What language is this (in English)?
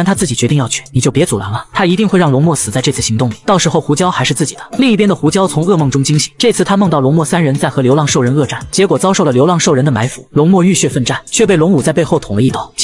Chinese